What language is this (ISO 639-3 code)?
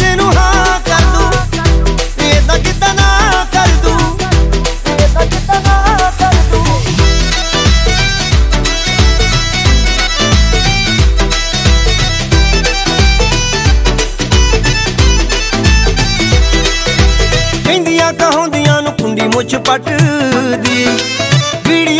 pan